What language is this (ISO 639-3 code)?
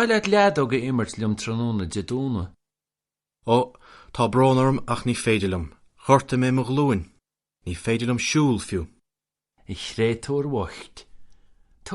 gle